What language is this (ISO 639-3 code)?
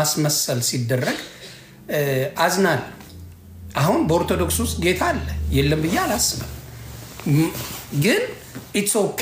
amh